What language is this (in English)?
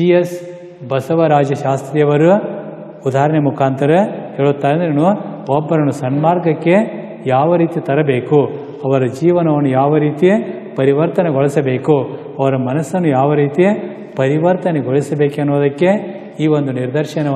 Kannada